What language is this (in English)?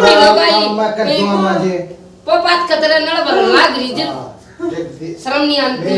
Haryanvi